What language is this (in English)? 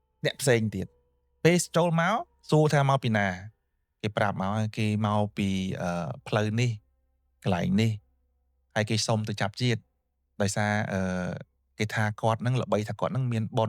Khmer